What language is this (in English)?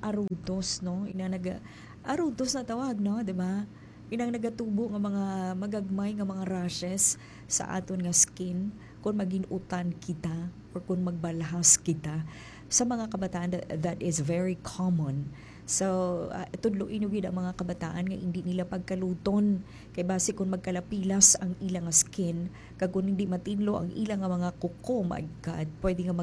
Hiligaynon